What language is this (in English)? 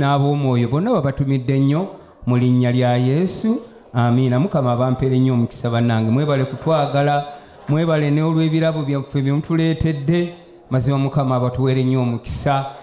Ganda